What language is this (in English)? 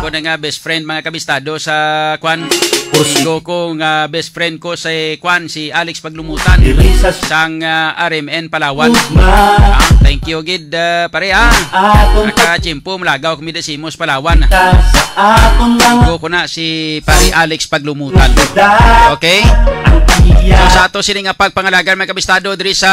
Hiligaynon